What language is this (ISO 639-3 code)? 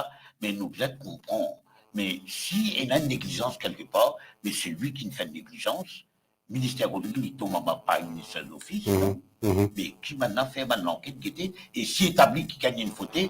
mfe